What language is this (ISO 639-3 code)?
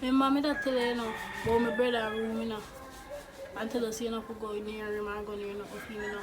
jam